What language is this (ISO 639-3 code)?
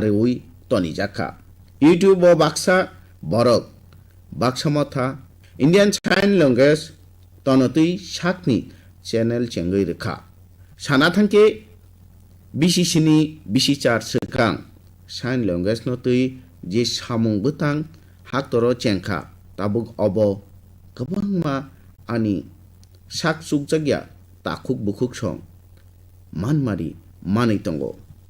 trp